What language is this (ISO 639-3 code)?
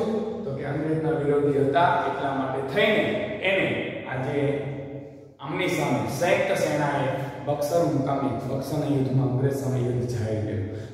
guj